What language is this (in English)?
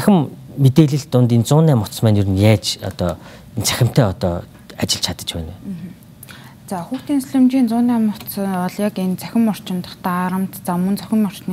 Mongolian